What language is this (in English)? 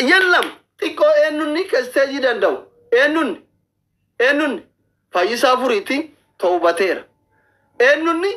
Oromo